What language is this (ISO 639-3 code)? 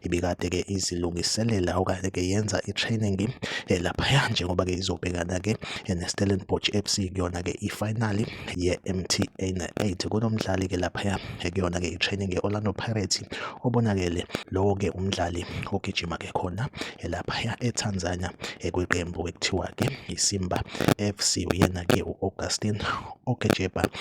zul